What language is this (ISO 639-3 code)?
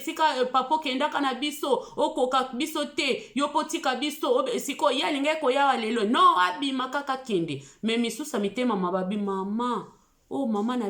lin